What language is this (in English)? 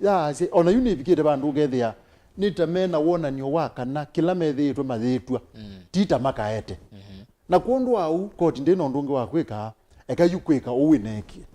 Kamba